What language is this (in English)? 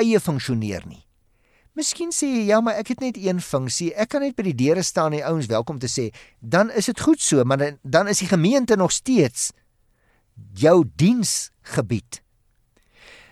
Afrikaans